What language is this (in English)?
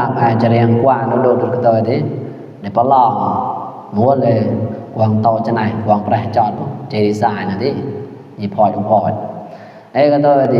Mon